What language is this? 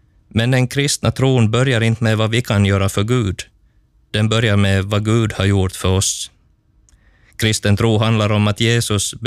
Swedish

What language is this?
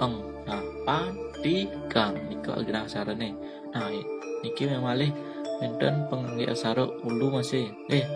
Balinese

